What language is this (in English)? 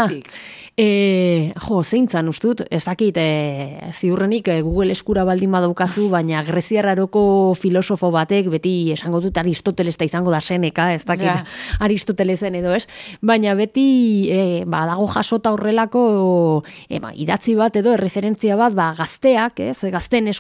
Basque